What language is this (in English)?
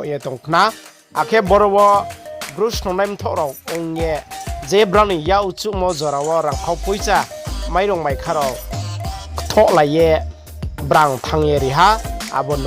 Riang (India)